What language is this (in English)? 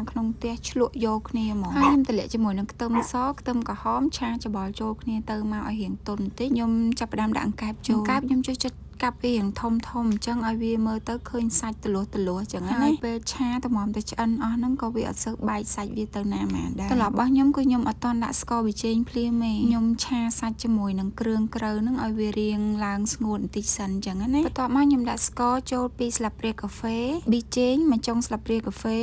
Khmer